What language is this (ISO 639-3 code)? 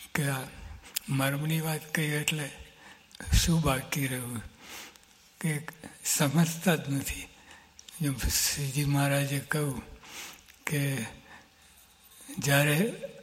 guj